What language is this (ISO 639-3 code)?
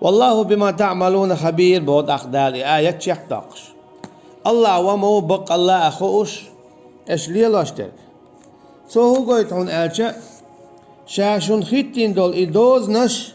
che